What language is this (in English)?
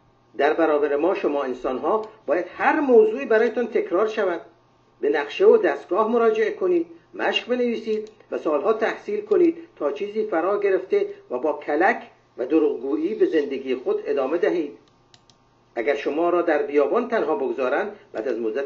Persian